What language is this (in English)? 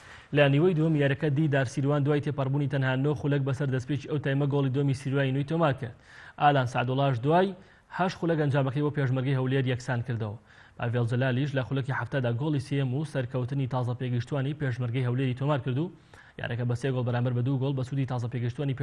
Central Kurdish